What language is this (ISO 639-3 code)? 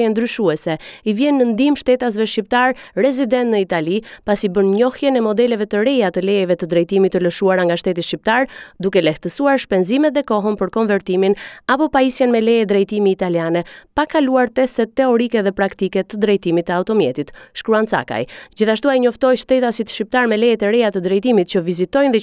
sqi